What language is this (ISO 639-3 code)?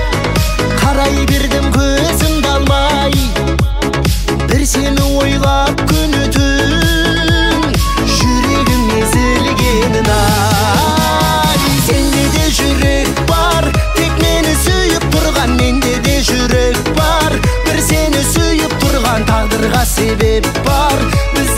kaz